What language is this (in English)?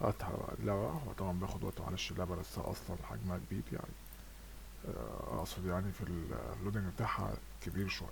Egyptian Arabic